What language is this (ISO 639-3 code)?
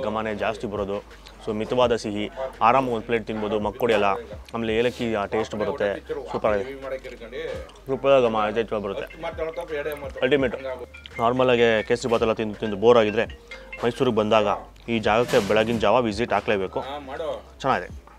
kan